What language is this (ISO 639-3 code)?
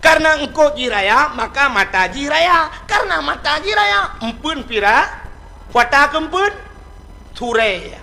ace